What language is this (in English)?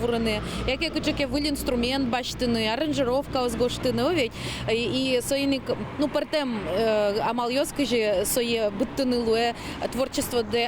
Udmurt